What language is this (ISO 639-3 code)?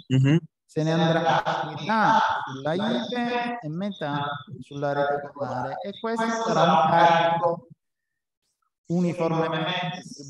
ita